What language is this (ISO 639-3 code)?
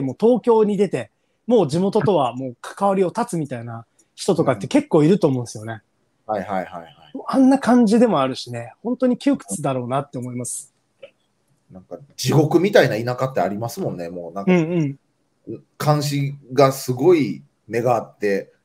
jpn